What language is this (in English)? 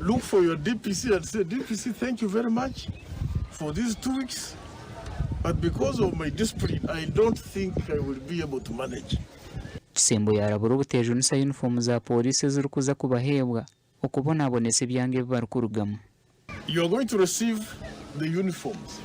Nyankole